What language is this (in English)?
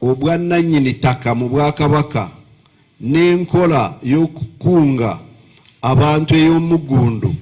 Ganda